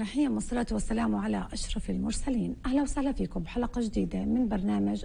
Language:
North Levantine Arabic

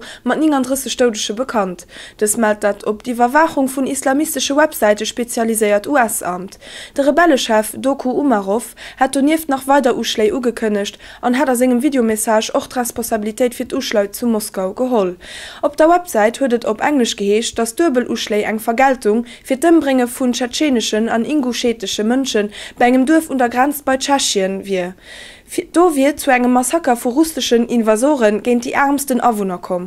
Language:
Luxembourgish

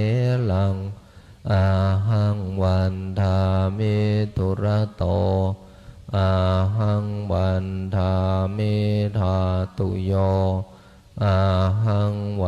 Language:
Pali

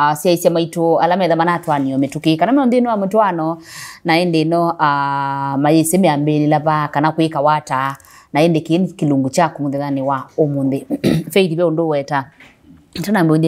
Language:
Kamba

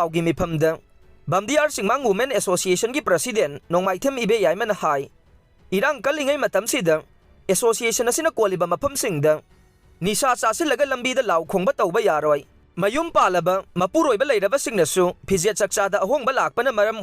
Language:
Manipuri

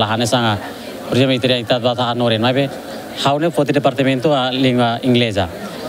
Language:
Tetum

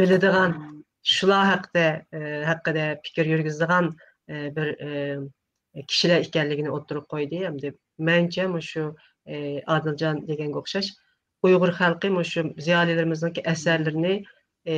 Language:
Uyghur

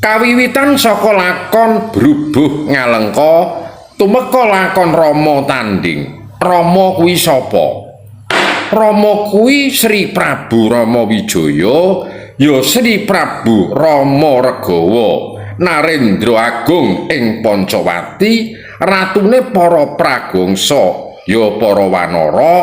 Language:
Javanese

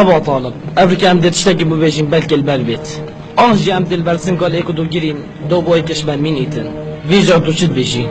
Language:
Kurdish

